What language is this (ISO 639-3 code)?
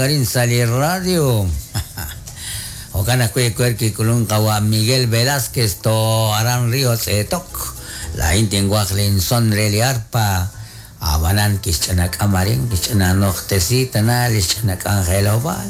kek